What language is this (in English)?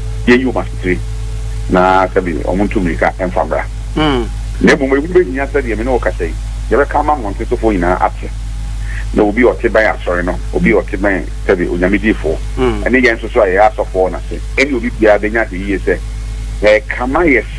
Akan